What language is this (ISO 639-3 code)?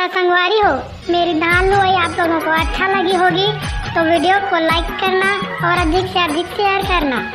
hne